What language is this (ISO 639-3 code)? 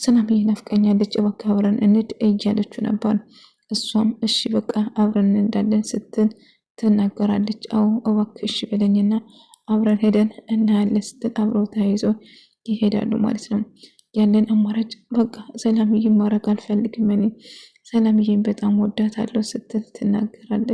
amh